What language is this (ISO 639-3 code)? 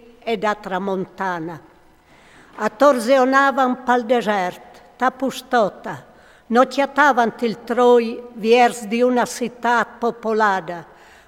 fur